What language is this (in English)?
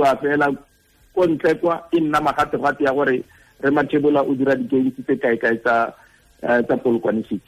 Tswana